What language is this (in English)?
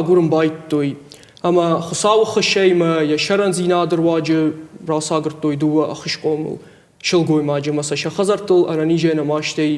Ossetic